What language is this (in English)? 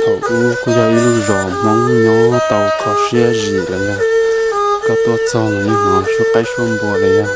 Hmong